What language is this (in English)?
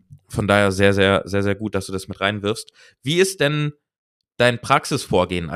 German